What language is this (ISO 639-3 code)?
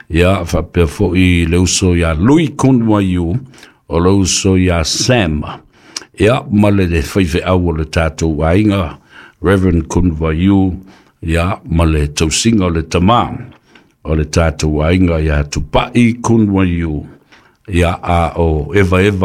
smo